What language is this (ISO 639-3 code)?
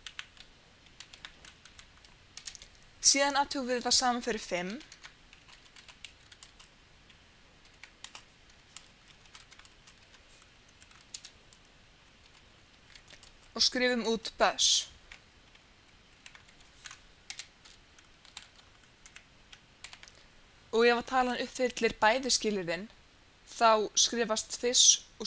isl